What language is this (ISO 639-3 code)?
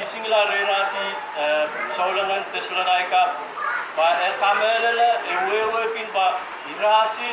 pon